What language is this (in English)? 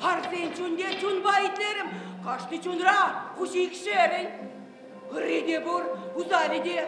Chuvash